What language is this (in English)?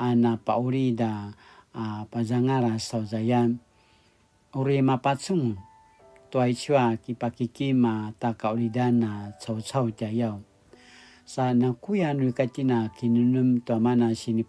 Paiwan